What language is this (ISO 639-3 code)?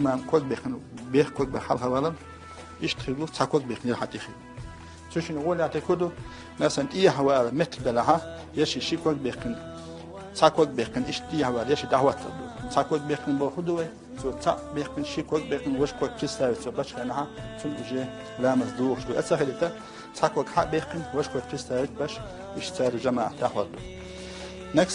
che